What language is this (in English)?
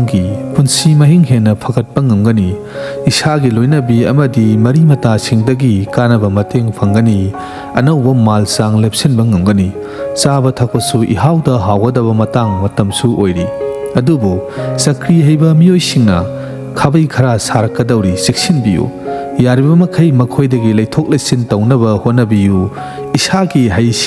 Manipuri